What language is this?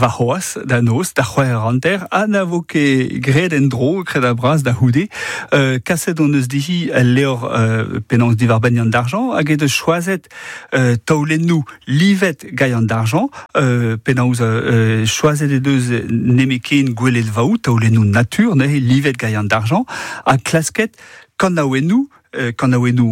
Breton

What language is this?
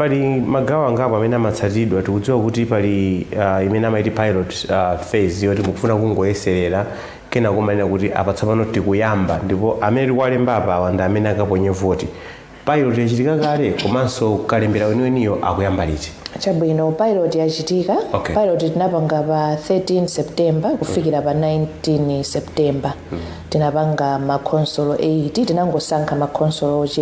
Nyanja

